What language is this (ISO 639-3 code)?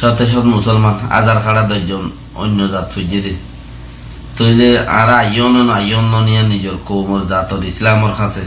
rhg